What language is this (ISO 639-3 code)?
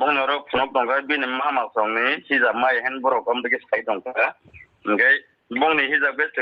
trp